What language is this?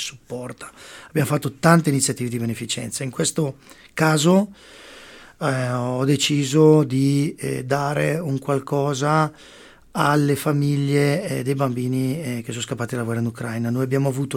Italian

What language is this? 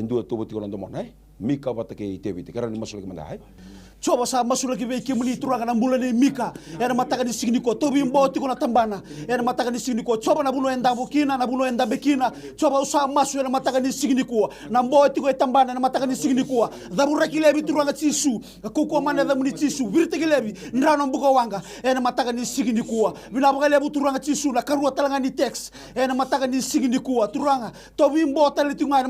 Fijian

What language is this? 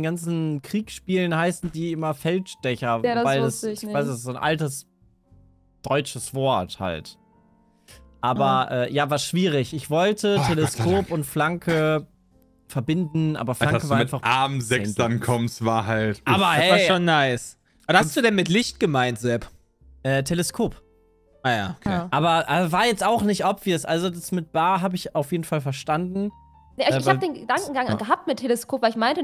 German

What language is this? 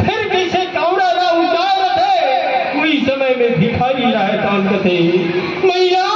Chhattisgarhi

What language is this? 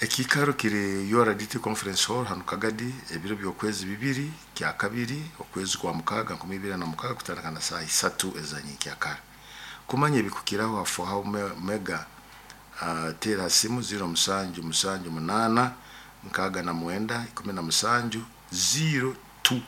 Nyoro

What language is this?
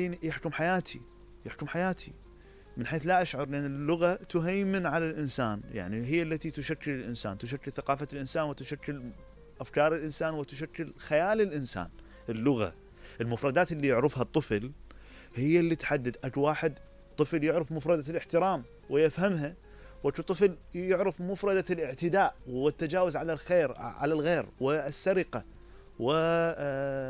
Mesopotamian Arabic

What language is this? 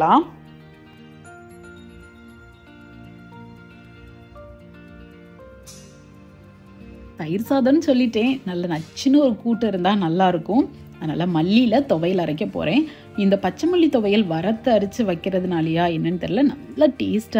Tamil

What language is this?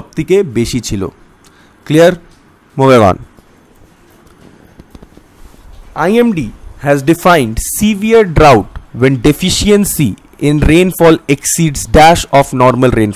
Bangla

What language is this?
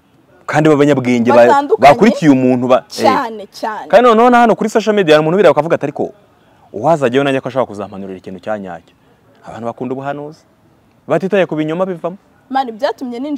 Kinyarwanda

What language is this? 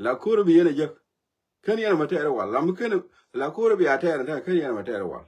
Nuer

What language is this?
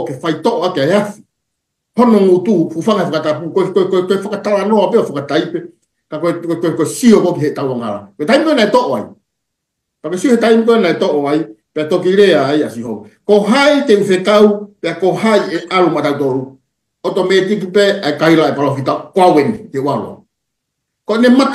Tongan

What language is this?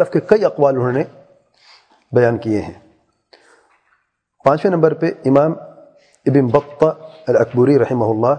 Urdu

